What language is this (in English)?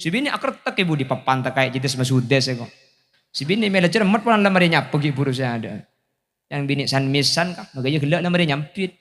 Madurese